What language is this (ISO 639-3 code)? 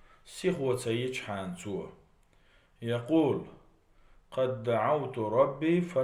che